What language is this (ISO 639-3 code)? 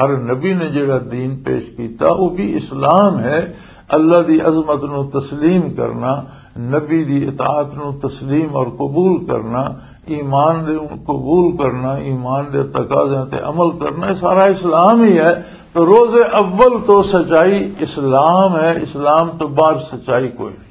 lah